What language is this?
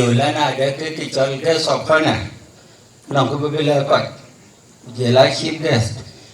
Dinka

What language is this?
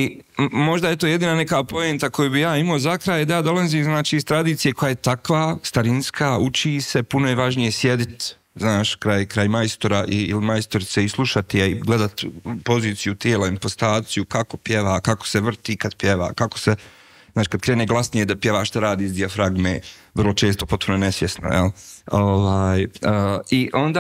Croatian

